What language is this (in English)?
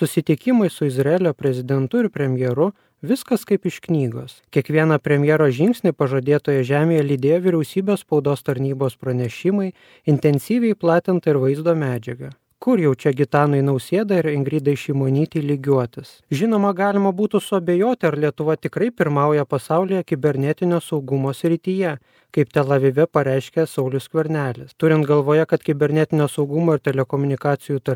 Lithuanian